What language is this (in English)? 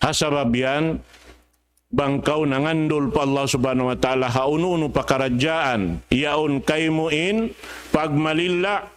Tausug